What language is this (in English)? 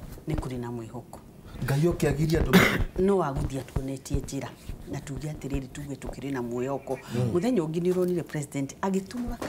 Kikuyu